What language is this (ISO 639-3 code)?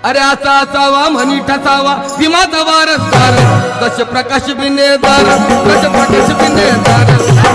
mar